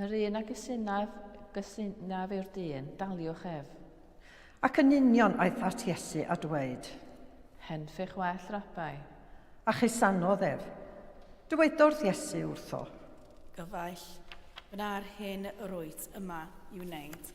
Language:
Welsh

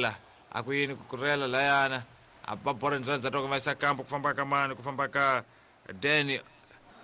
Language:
Tsonga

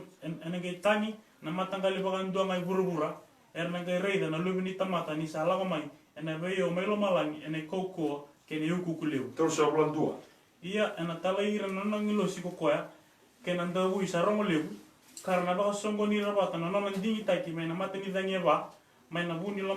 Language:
Fijian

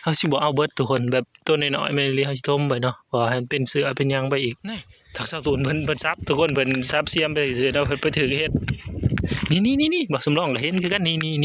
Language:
Northeastern Thai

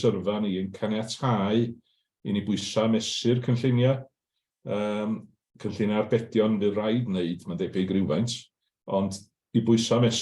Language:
Welsh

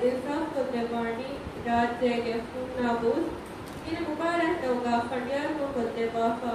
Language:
Divehi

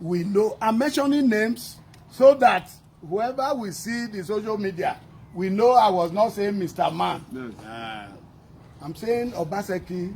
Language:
Nigerian Pidgin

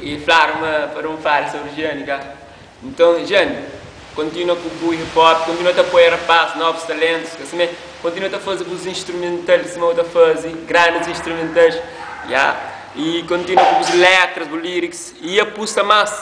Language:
Kabuverdianu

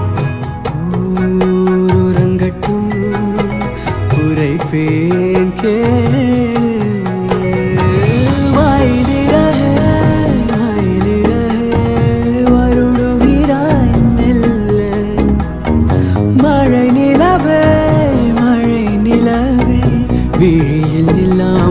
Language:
Tamil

